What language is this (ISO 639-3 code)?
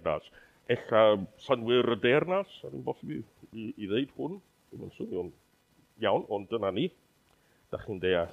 cym